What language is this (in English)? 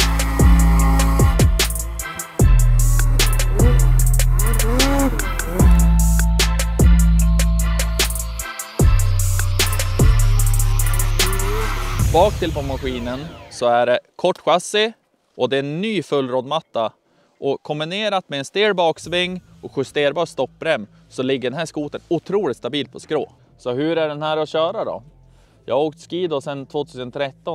Swedish